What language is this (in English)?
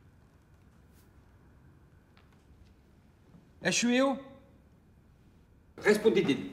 Breton